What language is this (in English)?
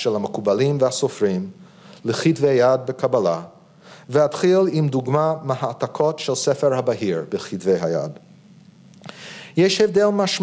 Hebrew